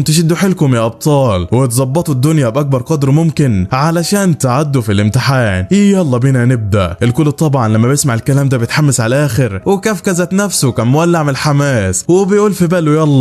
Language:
Egyptian Arabic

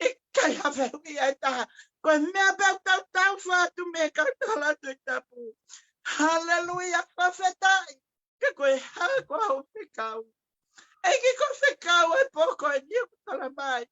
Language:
Tongan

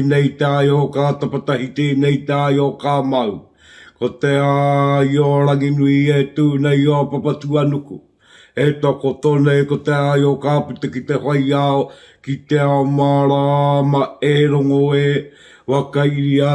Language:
Māori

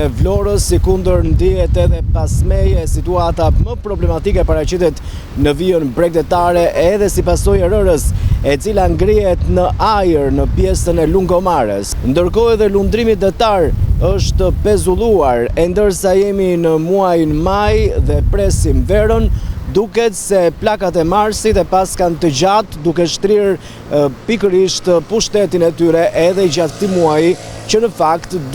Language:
Albanian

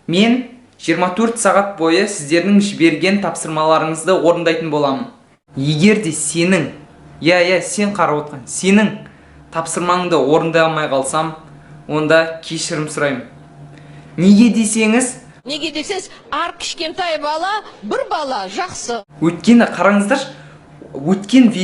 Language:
Kazakh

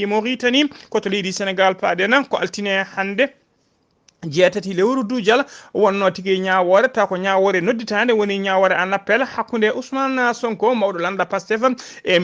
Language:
Fula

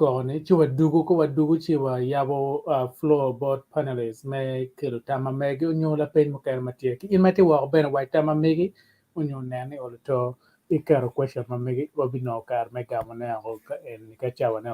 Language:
Acoli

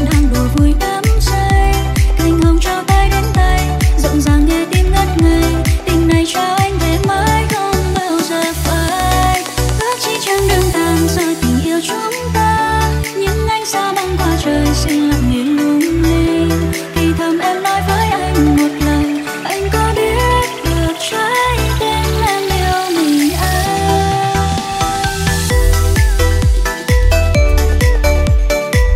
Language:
Vietnamese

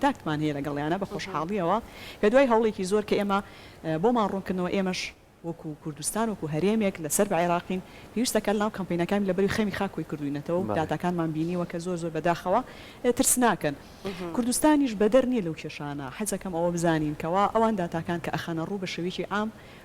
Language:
Central Kurdish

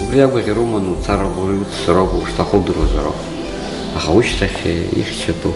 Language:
Abkhazian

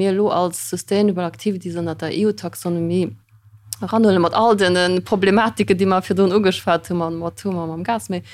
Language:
Luxembourgish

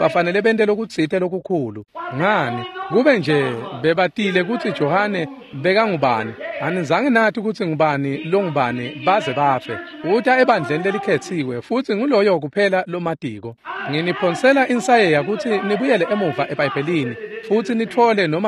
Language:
Swati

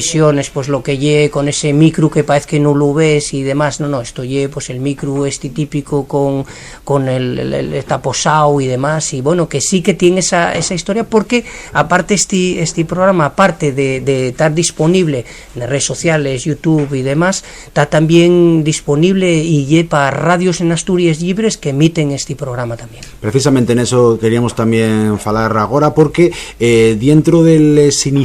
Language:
Asturian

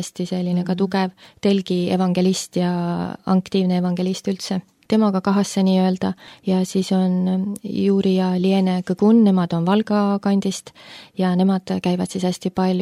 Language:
Estonian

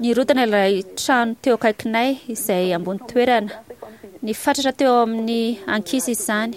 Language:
Malagasy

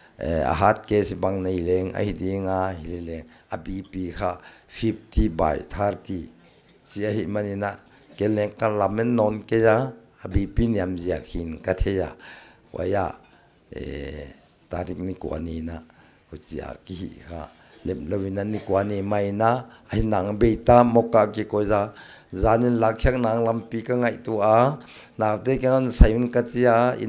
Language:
Paite Chin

